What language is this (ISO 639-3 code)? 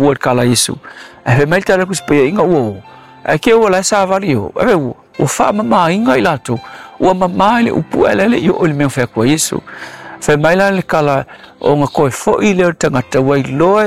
smo